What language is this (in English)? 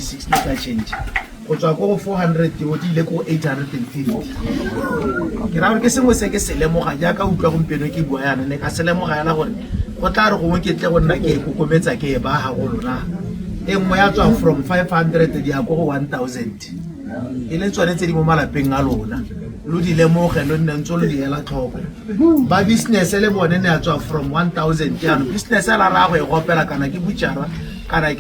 Tswana